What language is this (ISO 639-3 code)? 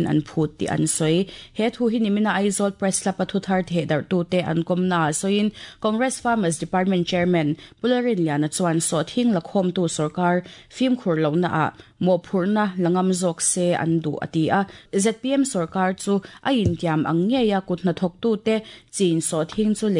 lus